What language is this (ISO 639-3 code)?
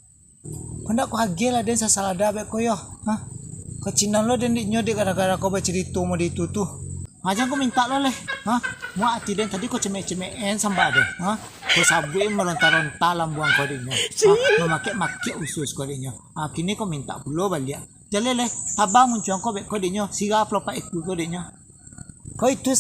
min